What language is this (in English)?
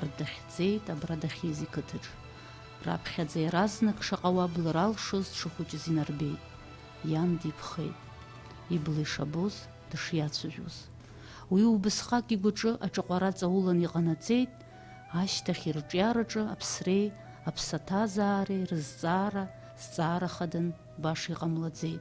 Abkhazian